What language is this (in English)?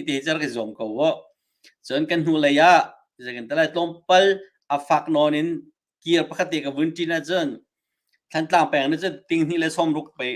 Hakha Chin